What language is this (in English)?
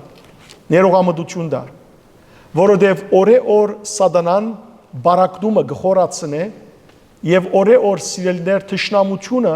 Western Armenian